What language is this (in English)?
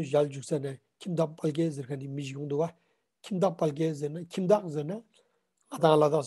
Ladakhi